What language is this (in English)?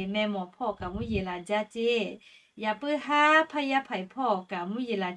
Lahu